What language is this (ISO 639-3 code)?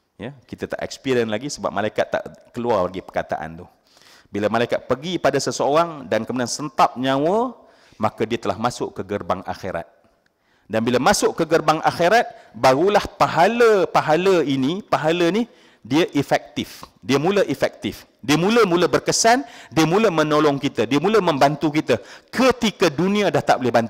msa